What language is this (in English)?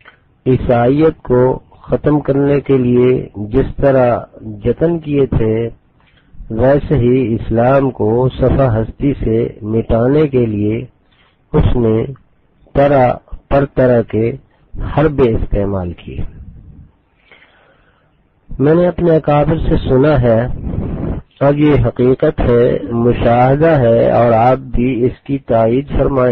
Urdu